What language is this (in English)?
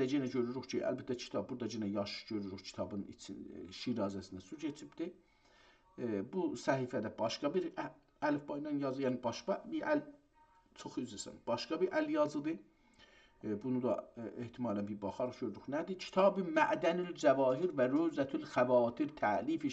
South Azerbaijani